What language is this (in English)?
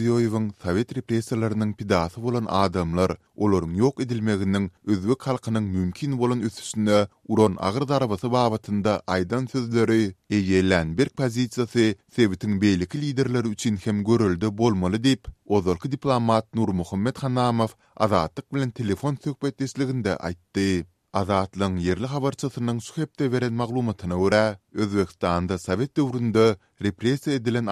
Turkmen